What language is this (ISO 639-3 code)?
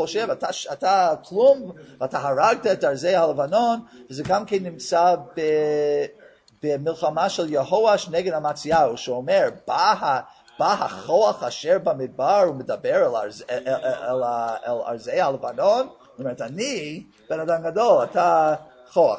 heb